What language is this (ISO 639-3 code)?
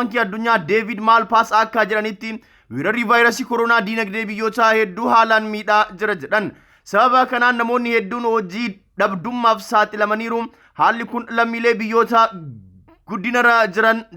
orm